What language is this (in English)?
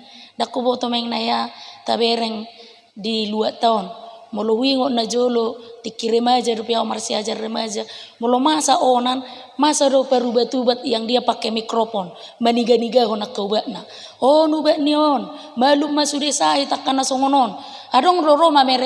Batak Toba